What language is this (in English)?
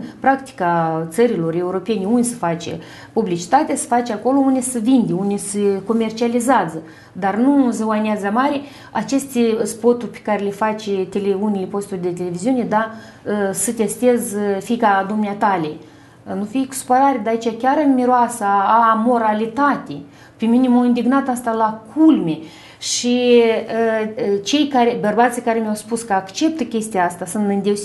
Romanian